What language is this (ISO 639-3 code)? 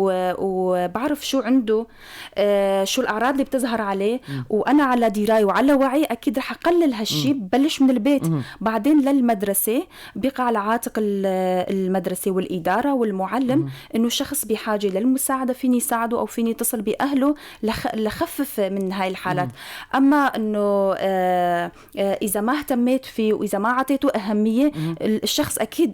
apc